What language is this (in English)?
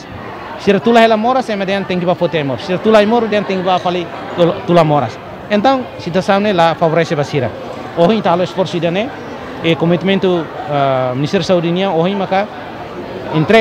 Tetum